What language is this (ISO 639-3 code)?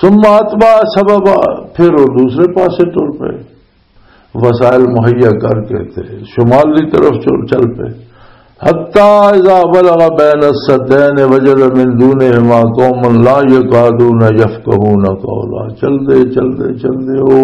lah